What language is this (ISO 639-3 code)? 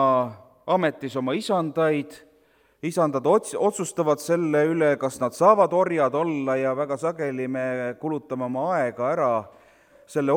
est